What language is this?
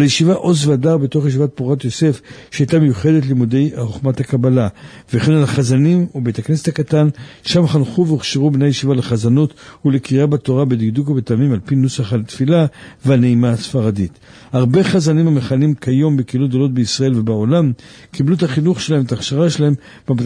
Hebrew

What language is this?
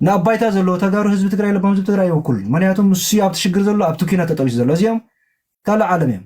Tigrinya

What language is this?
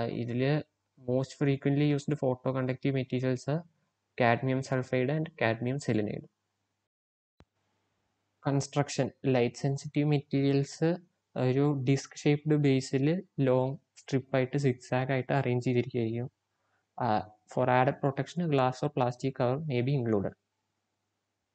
Malayalam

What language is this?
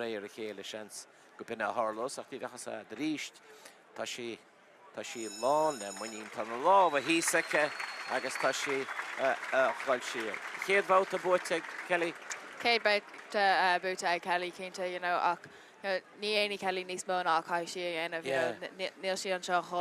Irish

